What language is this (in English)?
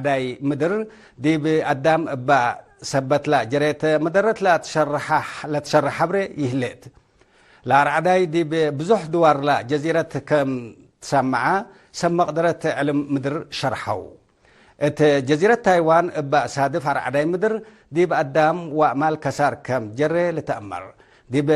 Tigre